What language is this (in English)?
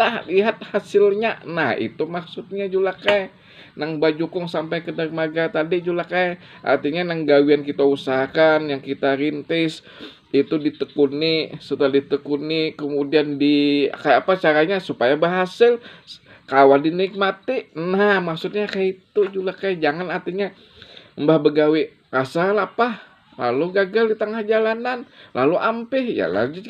Banjar